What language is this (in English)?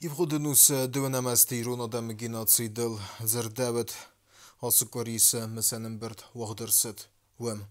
Ossetic